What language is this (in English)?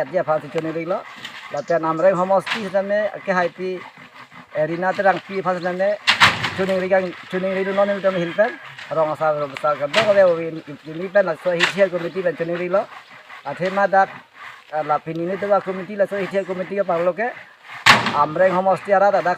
Karbi